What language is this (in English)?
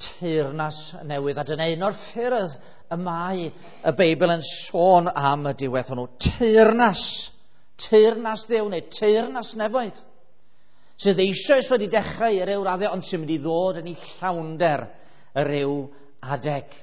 Welsh